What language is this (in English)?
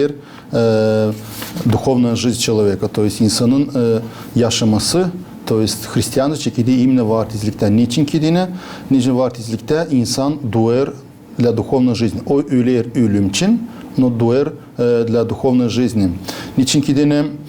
Gagauz